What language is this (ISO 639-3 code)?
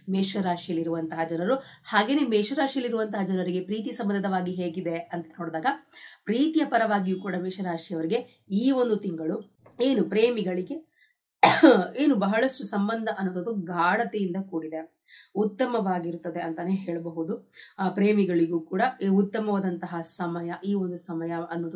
kan